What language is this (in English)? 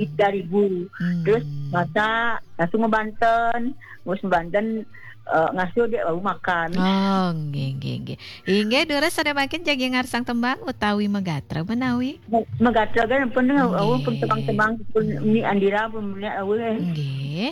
Balinese